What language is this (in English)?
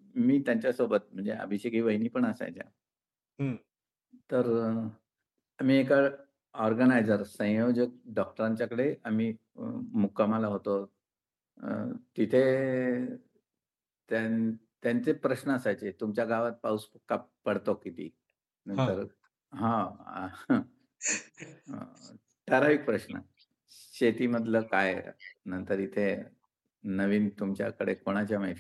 Marathi